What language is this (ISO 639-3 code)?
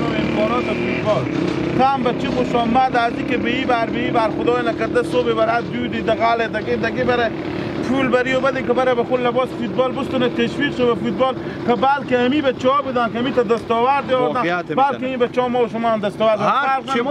haz